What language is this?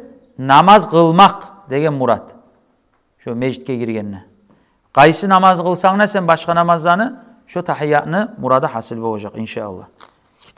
Kumyk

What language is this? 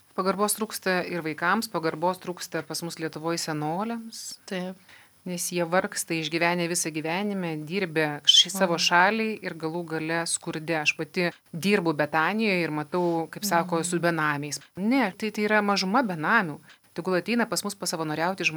Lithuanian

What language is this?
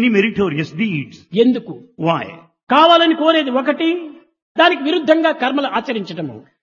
Telugu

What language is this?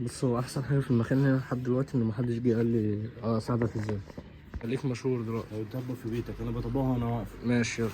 Egyptian Arabic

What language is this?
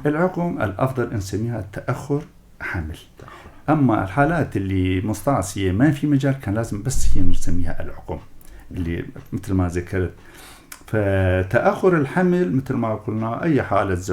North Levantine Arabic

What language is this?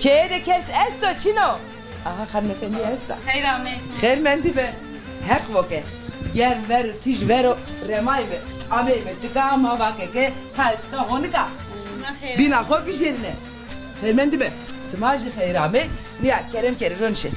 Zaza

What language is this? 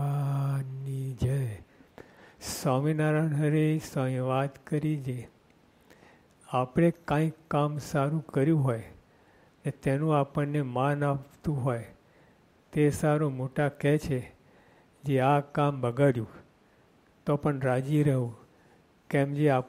Gujarati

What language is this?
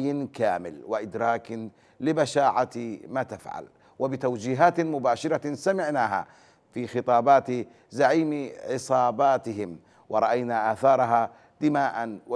Arabic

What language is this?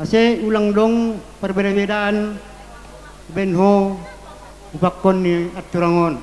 Batak Simalungun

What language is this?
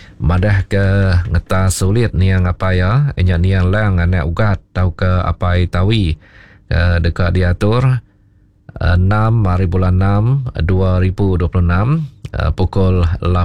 Iban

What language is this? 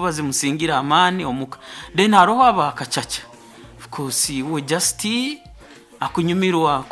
Nyoro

